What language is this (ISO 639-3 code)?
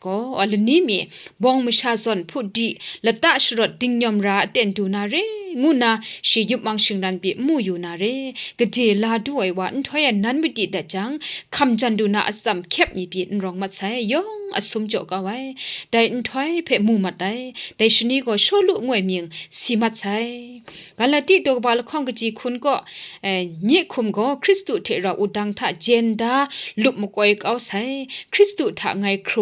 kac